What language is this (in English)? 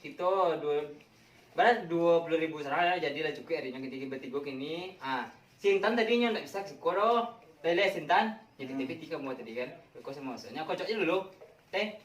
Minangkabau